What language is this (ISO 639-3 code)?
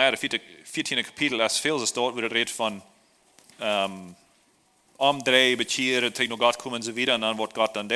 pdt